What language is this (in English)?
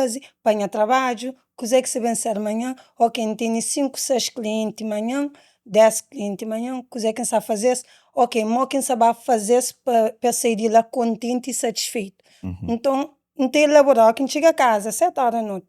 Kabuverdianu